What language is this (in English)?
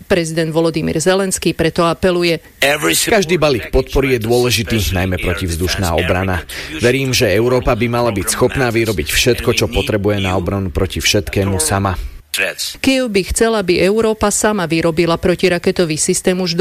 Slovak